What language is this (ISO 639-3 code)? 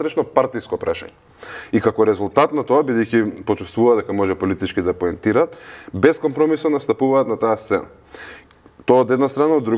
mkd